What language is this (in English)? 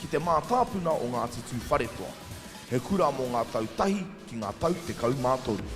Māori